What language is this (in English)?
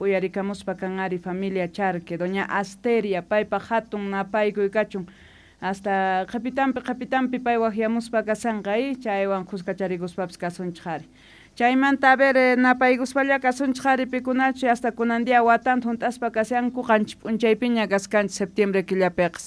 South Bolivian Quechua